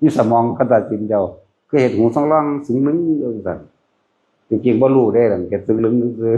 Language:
Northeastern Thai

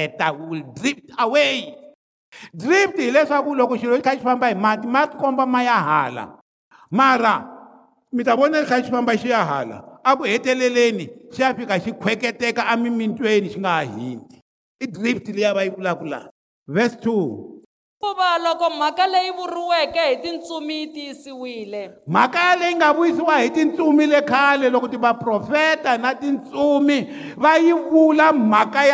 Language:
Tsonga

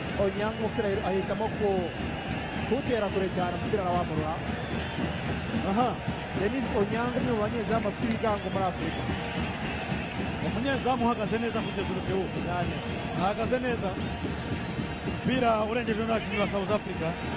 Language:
Kinyarwanda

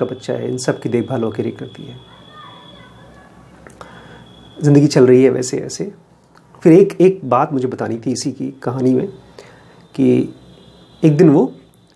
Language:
Hindi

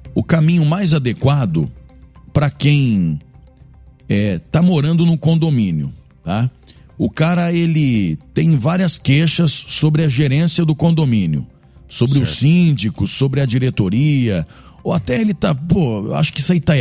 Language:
Portuguese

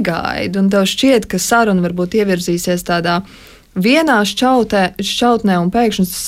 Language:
Latvian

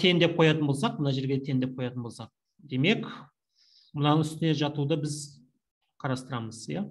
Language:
Kazakh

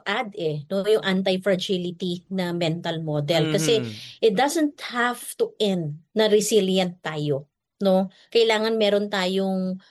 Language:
Filipino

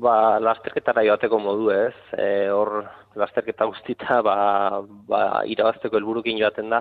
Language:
Basque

